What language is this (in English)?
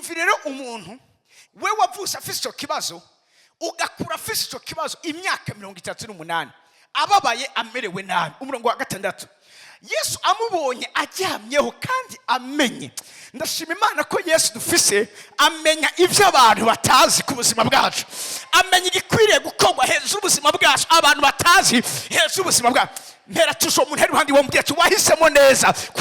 Rundi